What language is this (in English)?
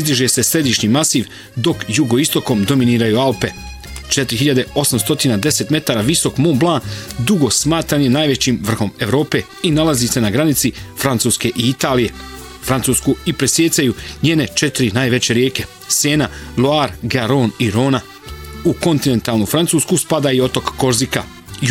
Croatian